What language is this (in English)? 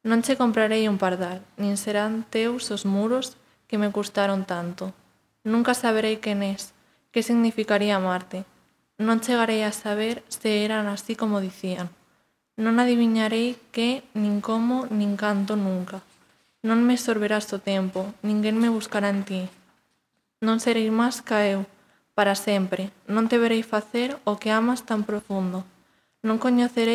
Galician